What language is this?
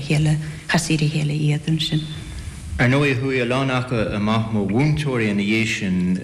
Irish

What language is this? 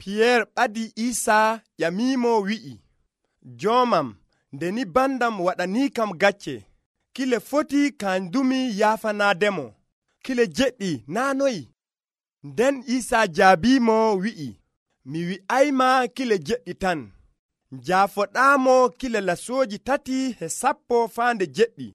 Nigerian Fulfulde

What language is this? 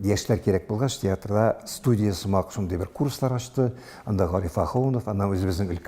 Tatar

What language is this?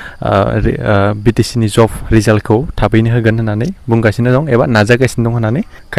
Bodo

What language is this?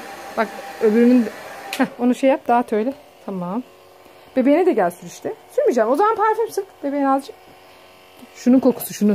Turkish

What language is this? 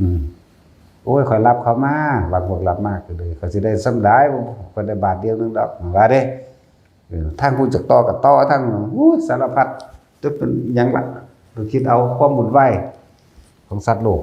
Northeastern Thai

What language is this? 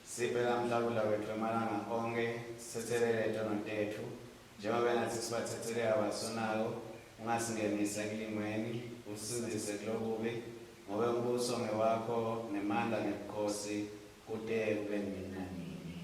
Swati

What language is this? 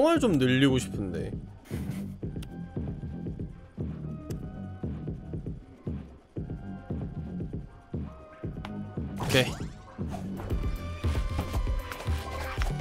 Korean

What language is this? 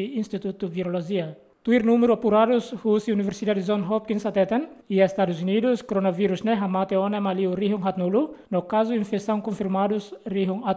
Tetum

